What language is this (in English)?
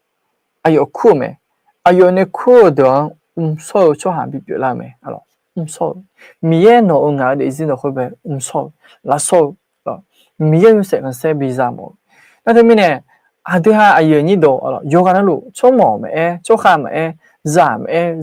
Akha